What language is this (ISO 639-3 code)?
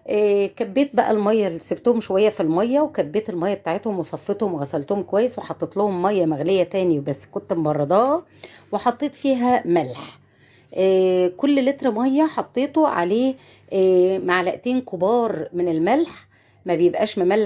arz